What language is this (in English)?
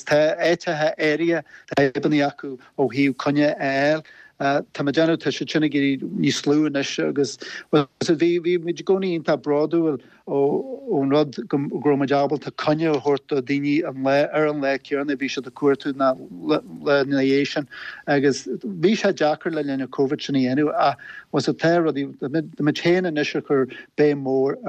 Irish